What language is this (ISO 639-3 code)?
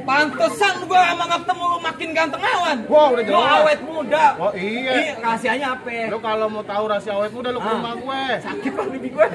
bew